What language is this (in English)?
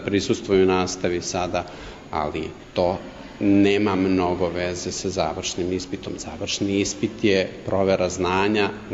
Serbian